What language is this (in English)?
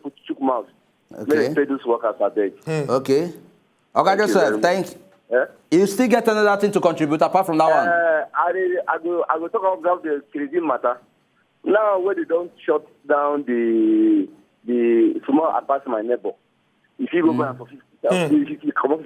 Nigerian Pidgin